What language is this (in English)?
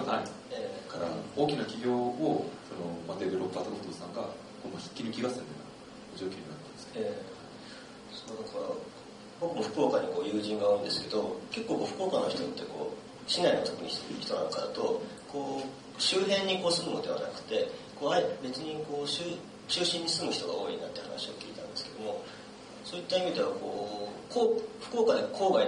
Japanese